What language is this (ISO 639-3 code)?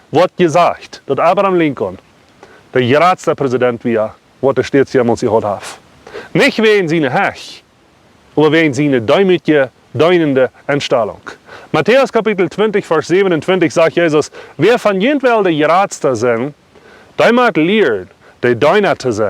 pdt